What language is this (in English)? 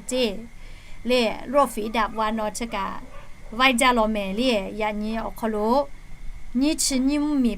Lahu